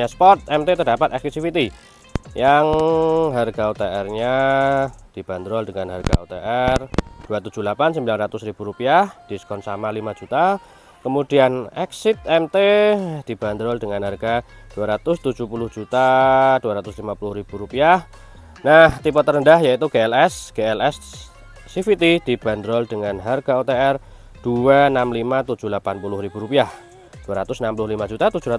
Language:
Indonesian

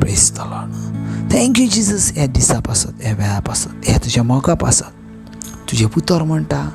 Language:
Konkani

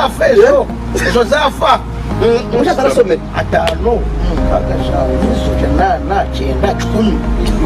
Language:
Nyankole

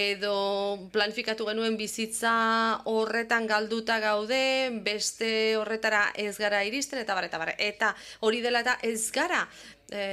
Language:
Basque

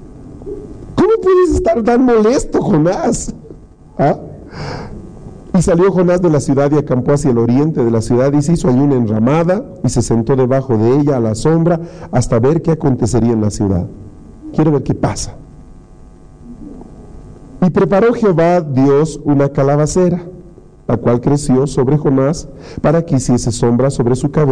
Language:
Spanish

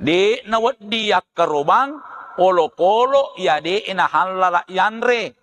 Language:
Buginese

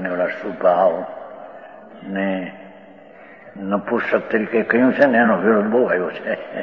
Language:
Gujarati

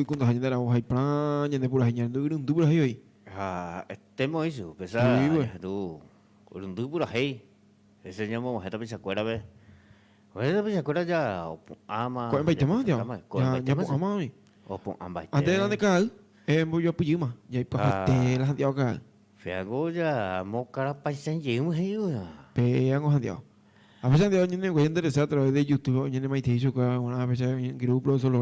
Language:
Guarani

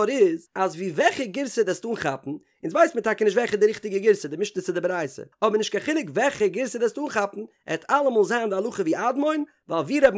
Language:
Yiddish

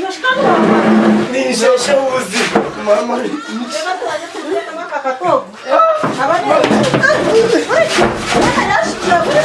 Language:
Nyankole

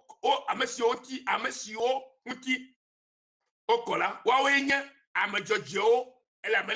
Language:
Ewe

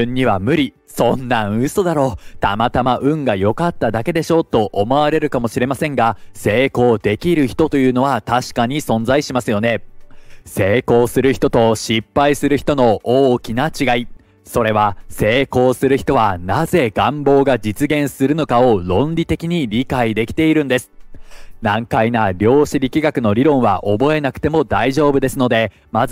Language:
Japanese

